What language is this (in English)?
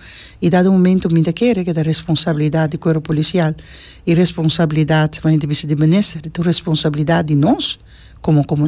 Papiamento